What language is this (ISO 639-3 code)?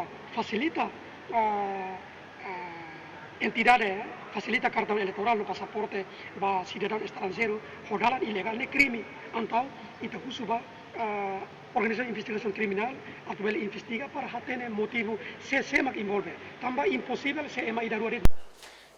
tet